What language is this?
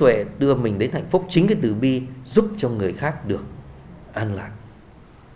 Vietnamese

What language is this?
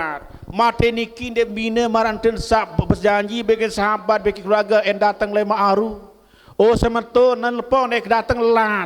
Sasak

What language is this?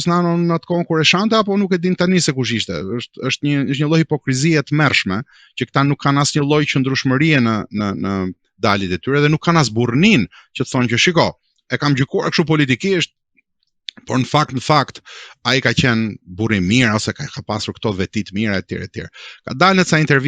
Albanian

